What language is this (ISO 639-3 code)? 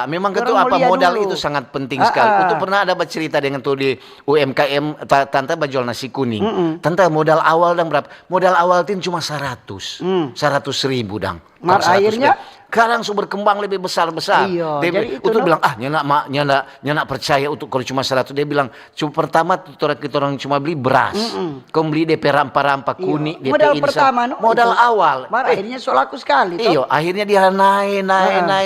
xmm